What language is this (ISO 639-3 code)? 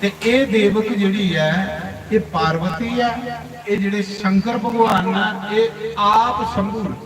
doi